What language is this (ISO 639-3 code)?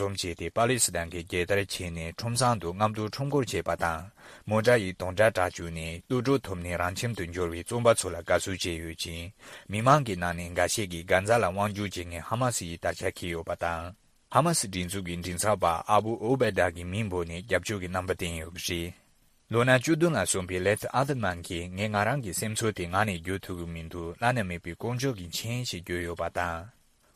bod